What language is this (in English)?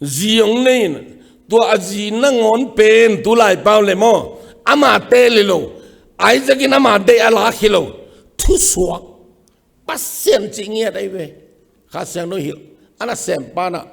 Tedim Chin